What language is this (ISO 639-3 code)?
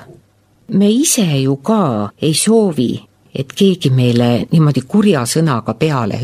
est